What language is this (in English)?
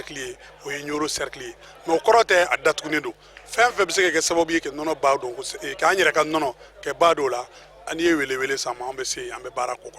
Bambara